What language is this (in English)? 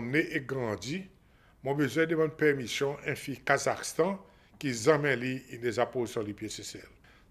Seselwa Creole French